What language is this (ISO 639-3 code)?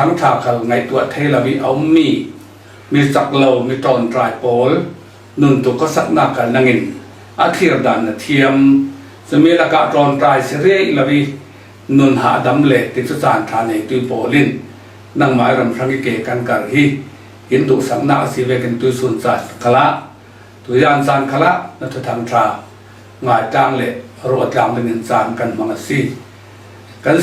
cfm